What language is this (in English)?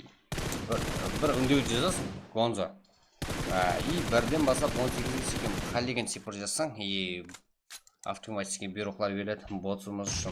Kara-Kalpak